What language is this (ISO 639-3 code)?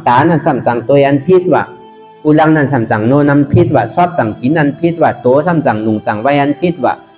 shn